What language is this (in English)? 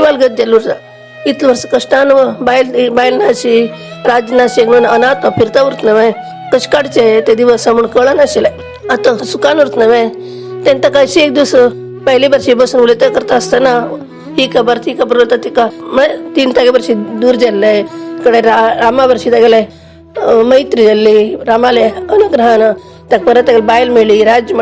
Konkani